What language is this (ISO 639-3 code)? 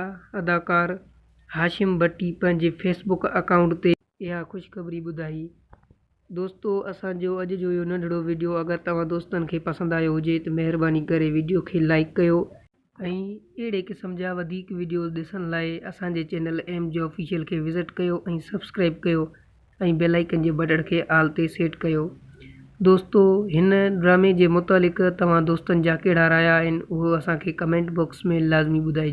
snd